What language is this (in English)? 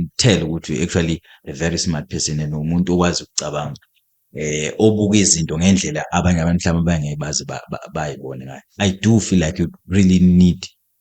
Zulu